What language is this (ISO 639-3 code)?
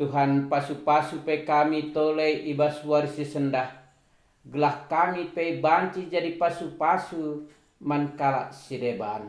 btx